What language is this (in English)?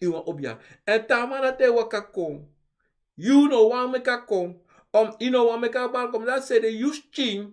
Sranan Tongo